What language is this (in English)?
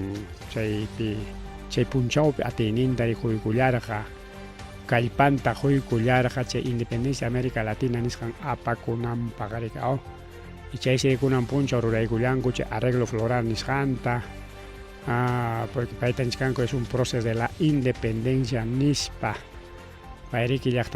Ayacucho Quechua